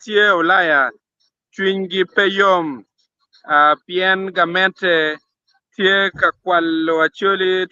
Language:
Acoli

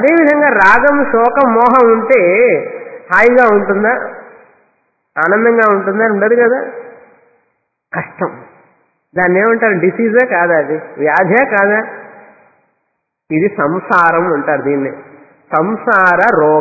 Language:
Telugu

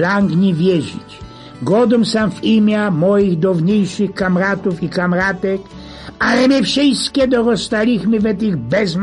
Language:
Silesian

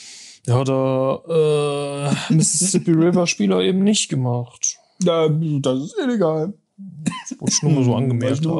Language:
German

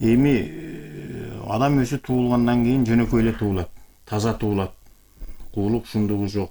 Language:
Kyrgyz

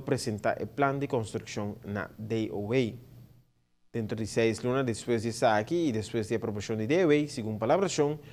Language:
Papiamento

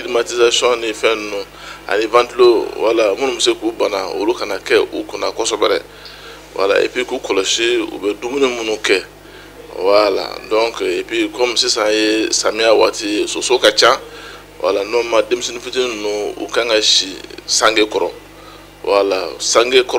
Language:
Bambara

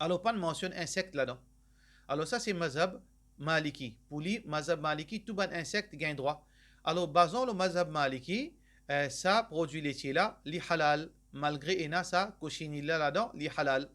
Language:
Morisyen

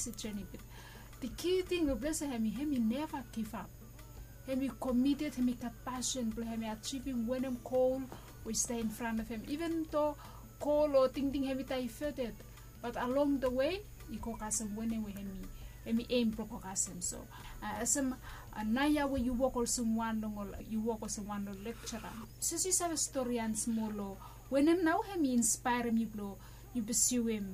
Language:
Bislama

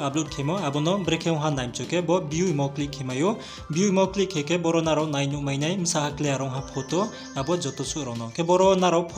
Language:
Riang (India)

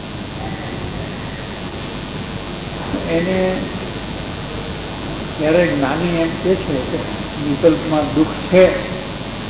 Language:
Gujarati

